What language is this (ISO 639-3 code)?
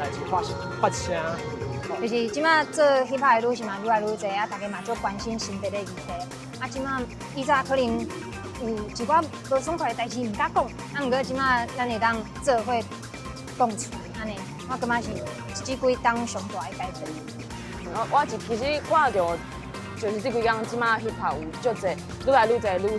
nan